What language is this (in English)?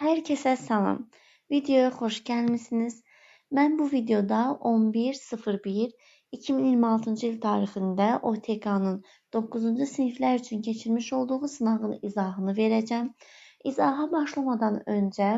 Azerbaijani